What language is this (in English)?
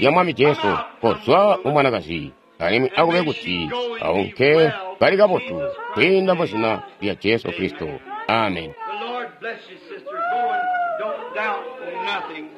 Tonga (Zambia)